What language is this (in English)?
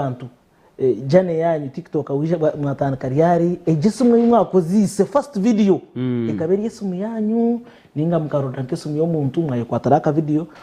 Nyankole